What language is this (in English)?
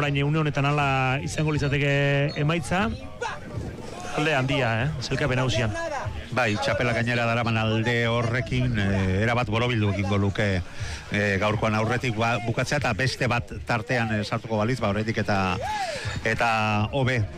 Basque